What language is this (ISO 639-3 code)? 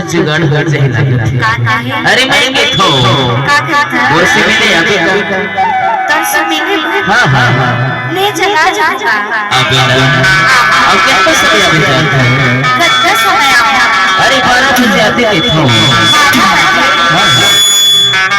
hne